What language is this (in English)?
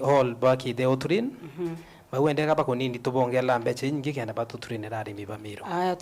Meru